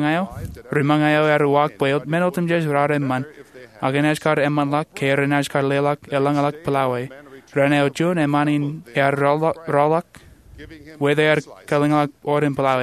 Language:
Marshallese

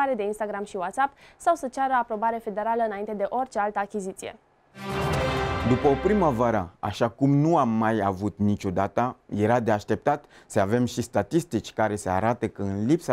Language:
Romanian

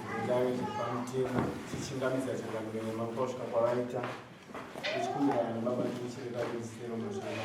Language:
Shona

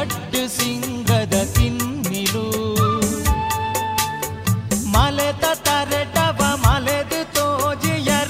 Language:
Kannada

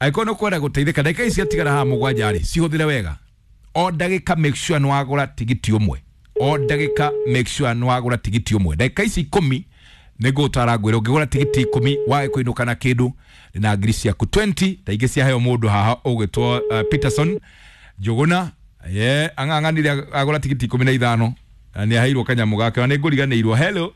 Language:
Kikuyu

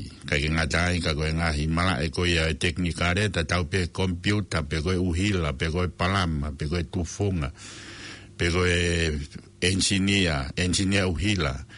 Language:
Tongan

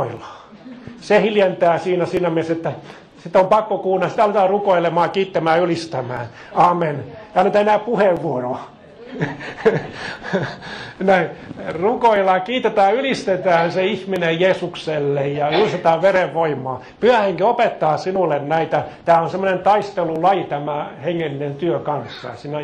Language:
Finnish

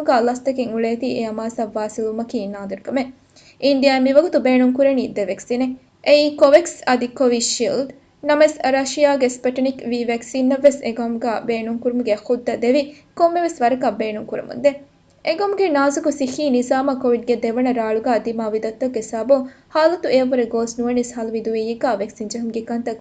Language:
Divehi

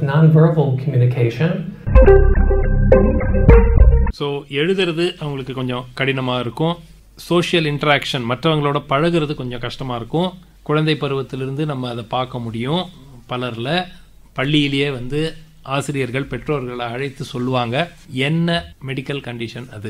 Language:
Tamil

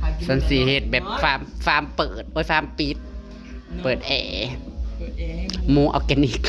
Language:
Northeastern Thai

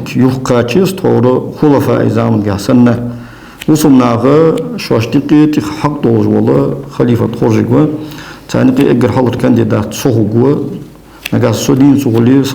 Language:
Ingush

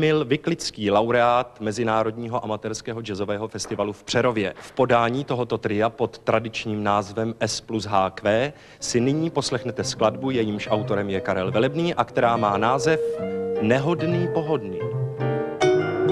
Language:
Czech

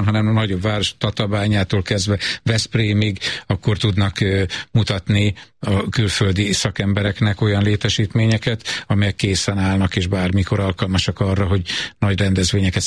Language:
Hungarian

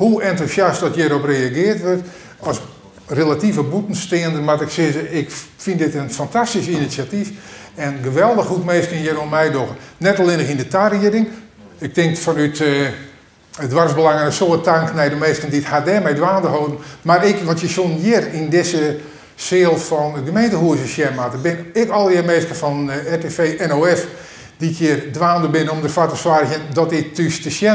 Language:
Western Frisian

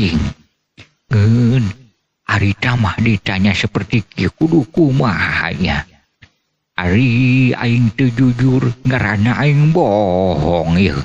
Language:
Sundanese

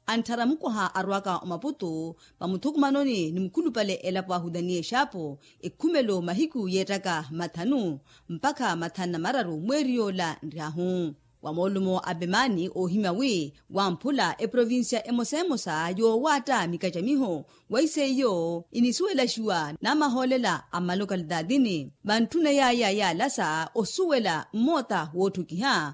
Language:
Makhuwa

